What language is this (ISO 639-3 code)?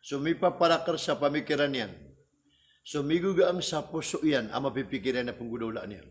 mrw